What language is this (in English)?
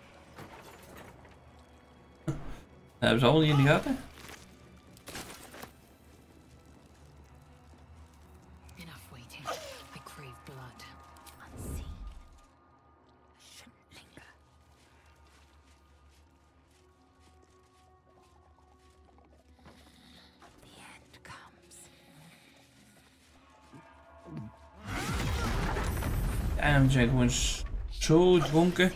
Dutch